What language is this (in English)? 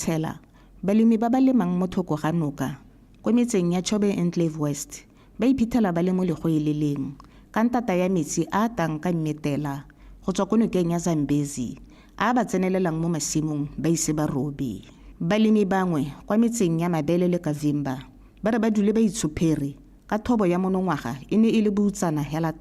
Tswana